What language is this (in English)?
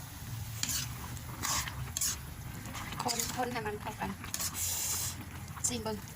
Lao